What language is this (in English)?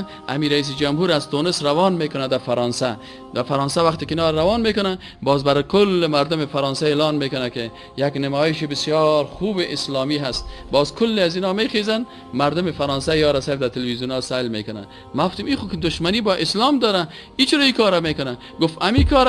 Persian